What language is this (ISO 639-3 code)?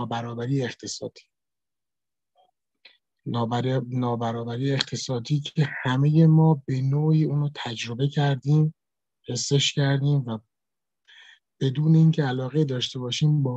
fas